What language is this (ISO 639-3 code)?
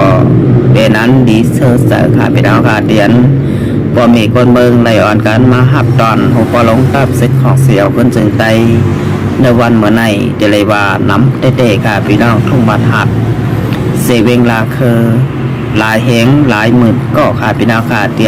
shn